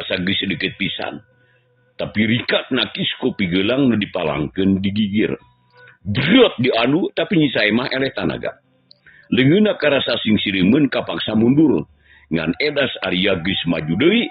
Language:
Sundanese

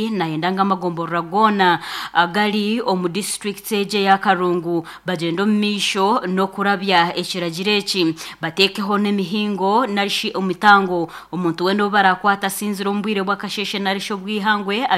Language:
Nyankole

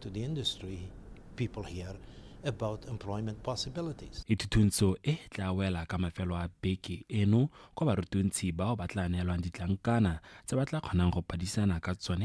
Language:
Tswana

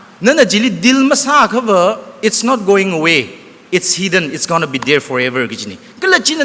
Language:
Tangkhul Naga (India)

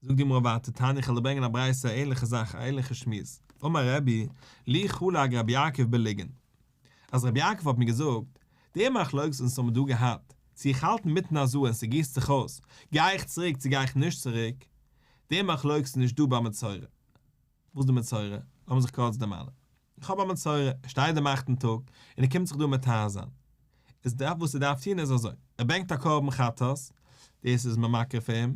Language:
Yiddish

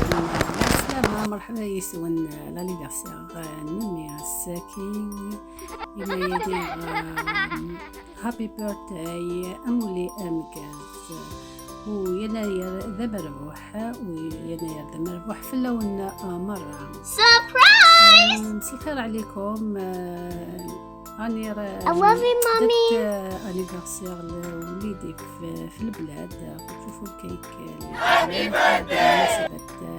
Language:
Algerian Arabic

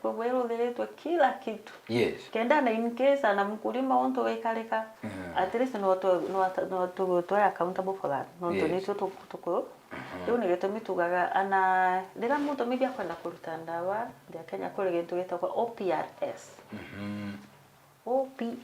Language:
Meru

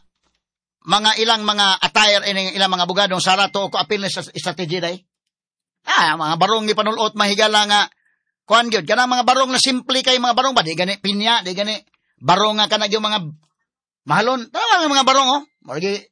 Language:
Cebuano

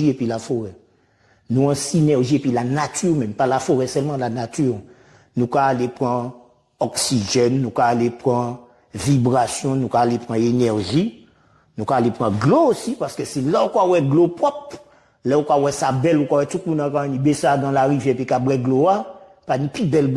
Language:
Guadeloupean Creole French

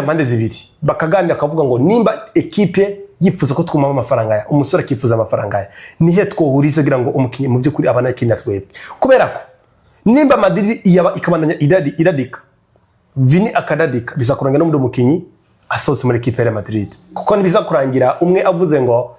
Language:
Rundi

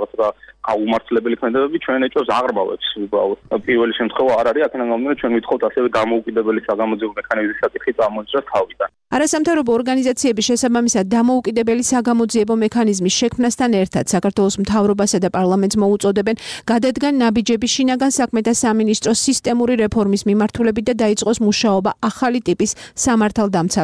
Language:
Georgian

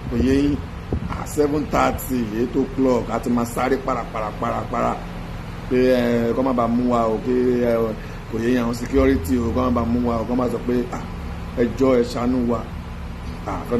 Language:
Yoruba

